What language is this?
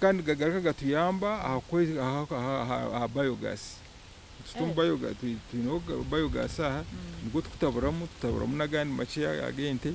Nyankole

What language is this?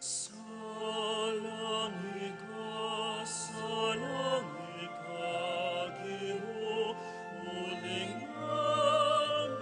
Pampanga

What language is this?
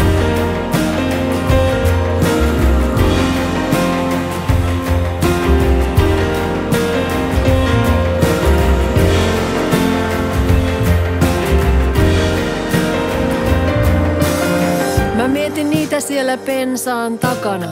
Finnish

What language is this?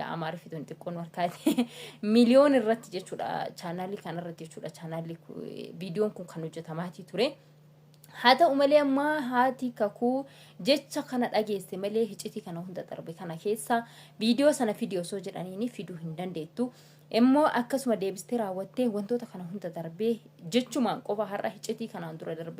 Oromo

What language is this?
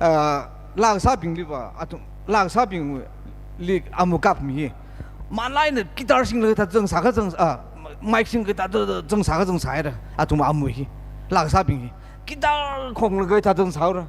Tangkhul Naga (India)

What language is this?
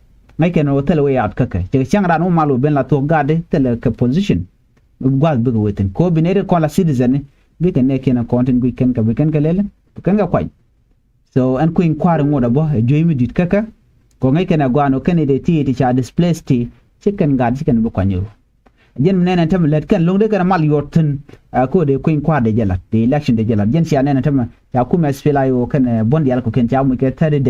Nuer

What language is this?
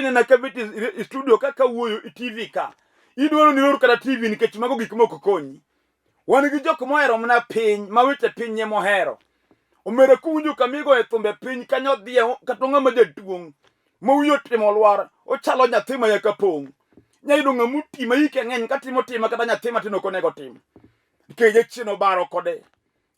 Luo (Kenya and Tanzania)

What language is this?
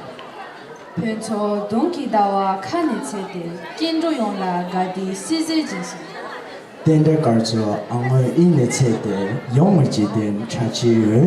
Tibetan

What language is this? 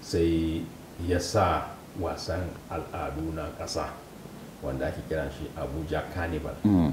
Hausa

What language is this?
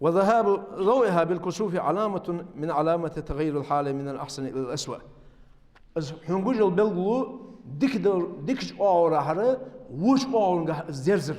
Ingush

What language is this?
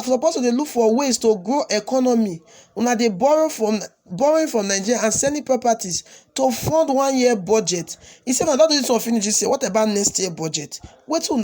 Nigerian Pidgin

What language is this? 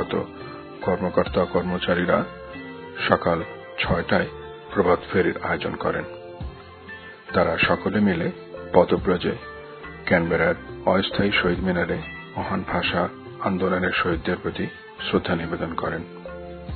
Bangla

